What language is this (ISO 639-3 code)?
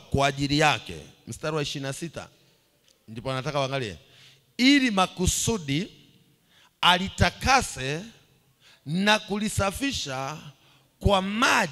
swa